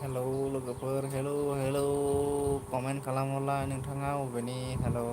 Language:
Bodo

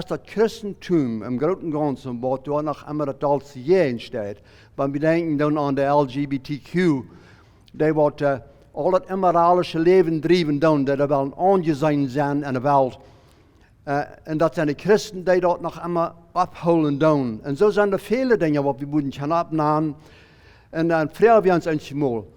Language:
Plautdietsch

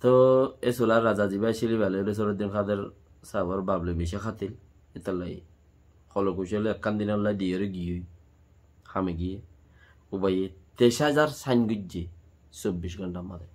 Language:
Rohingya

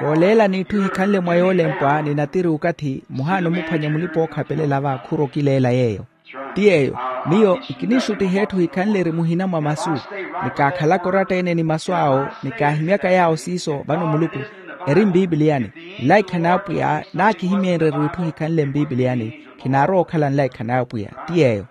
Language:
Makhuwa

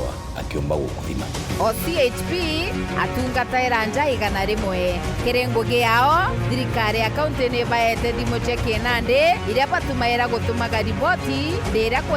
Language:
Meru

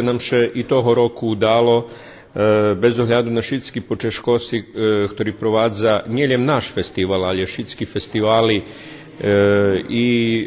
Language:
Rusyn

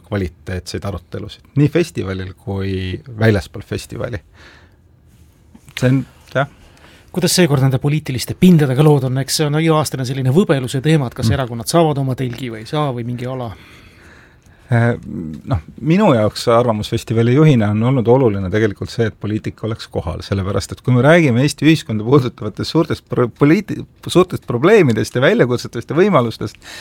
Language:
Estonian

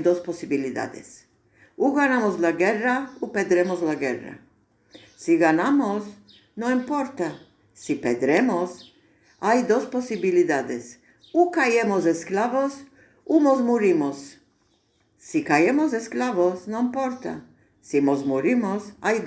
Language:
Ladino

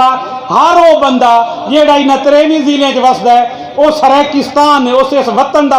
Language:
Saraiki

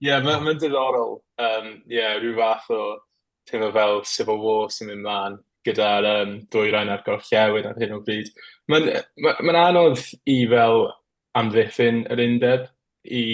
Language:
Welsh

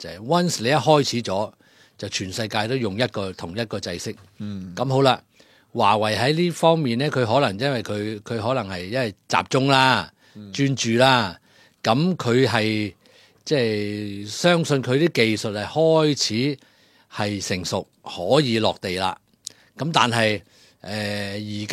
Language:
Cantonese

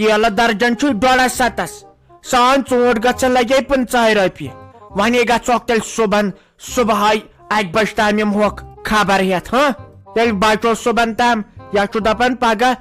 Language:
Kashmiri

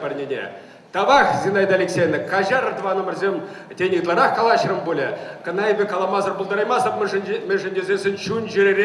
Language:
Chuvash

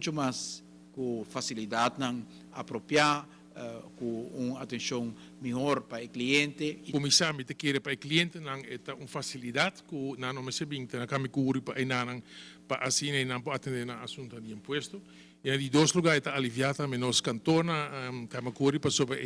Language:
Papiamento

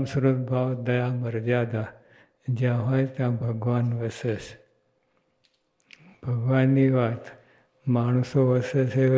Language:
Gujarati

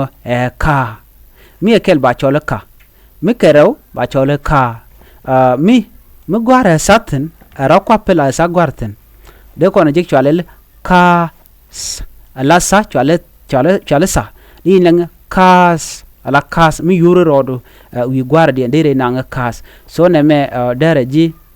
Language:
Nuer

